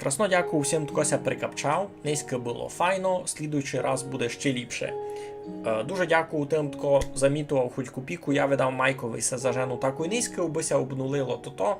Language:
Rusyn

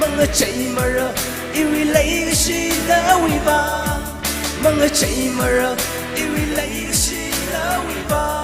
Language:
Tangkhul Naga (India)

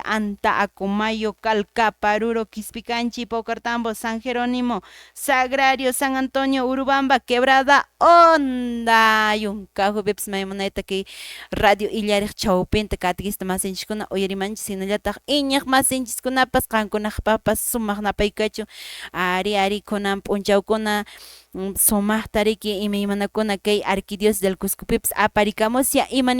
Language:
Quechua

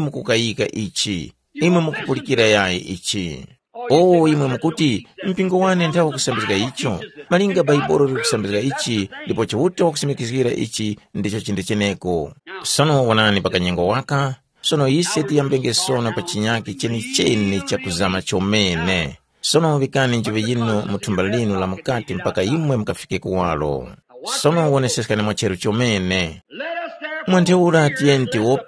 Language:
Tumbuka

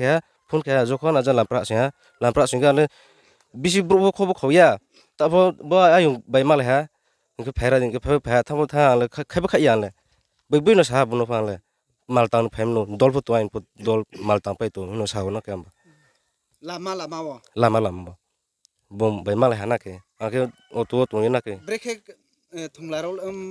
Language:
Riang (India)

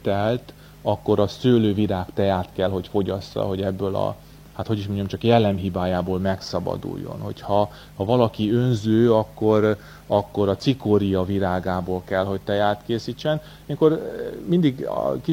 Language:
Hungarian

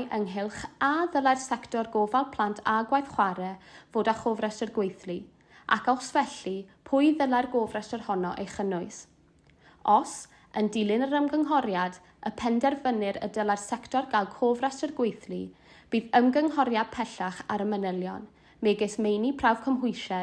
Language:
Welsh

